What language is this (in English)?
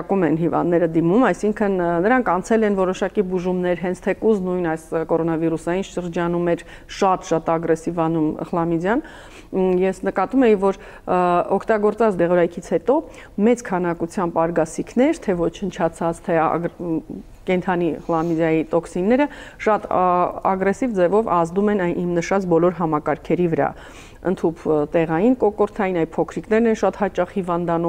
Armenian